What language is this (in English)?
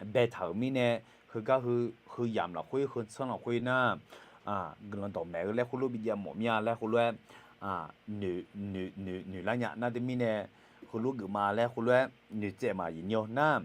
Akha